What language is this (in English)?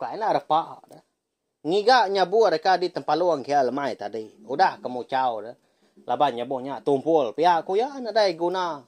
Iban